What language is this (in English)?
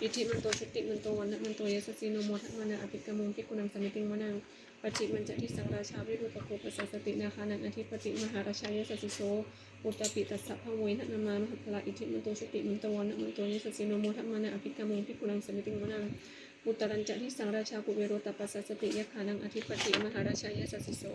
Pali